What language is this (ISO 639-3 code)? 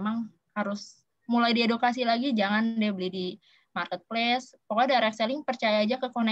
ind